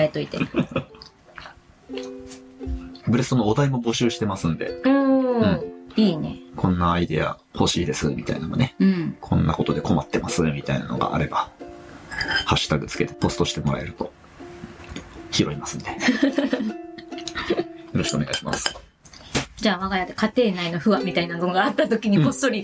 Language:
Japanese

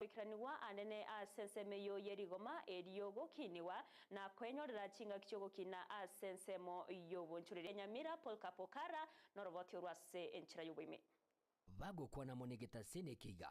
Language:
Gusii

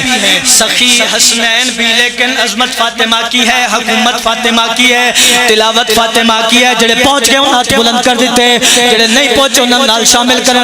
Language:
Pahari-Potwari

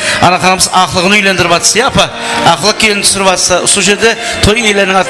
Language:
Kara-Kalpak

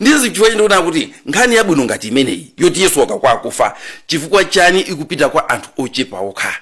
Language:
Nyanja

